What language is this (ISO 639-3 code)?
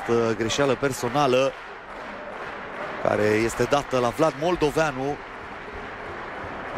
ron